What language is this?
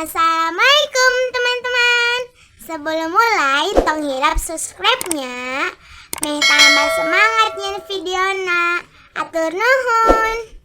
Sundanese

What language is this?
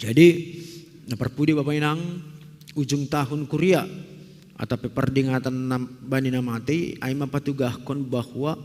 Batak Simalungun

